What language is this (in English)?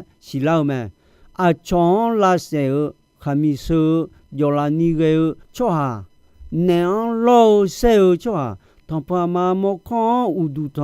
Akha